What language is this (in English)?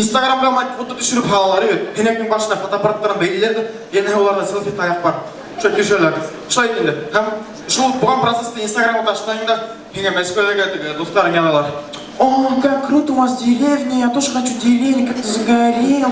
Bashkir